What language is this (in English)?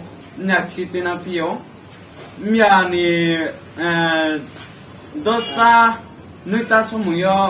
Riang (India)